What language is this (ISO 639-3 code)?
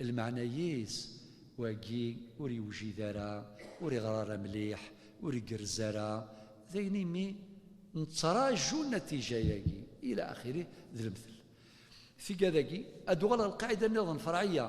kab